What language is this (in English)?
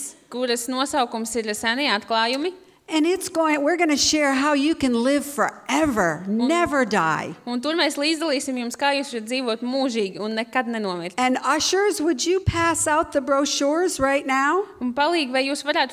Latvian